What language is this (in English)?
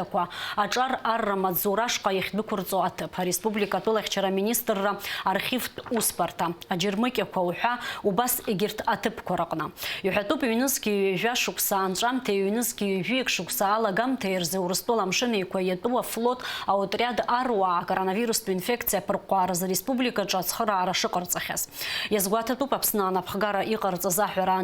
Abkhazian